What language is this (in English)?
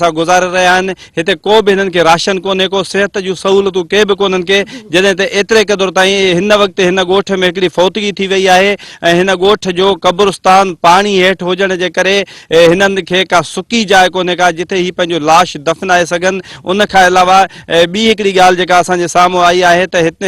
Sindhi